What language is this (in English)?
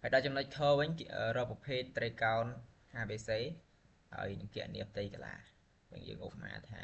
Khmer